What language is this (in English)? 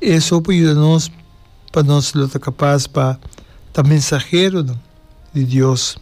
Papiamento